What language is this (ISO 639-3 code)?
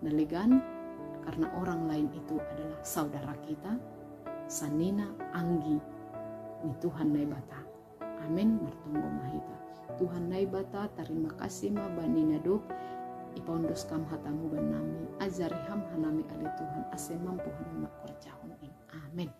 bts